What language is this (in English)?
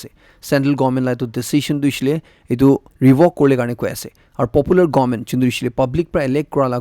Naga Pidgin